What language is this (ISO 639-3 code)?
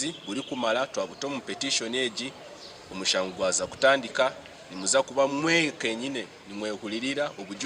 nyn